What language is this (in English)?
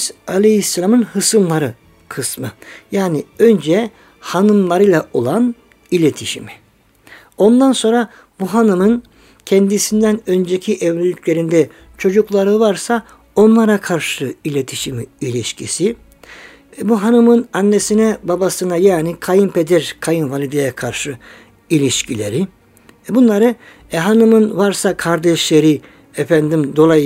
Turkish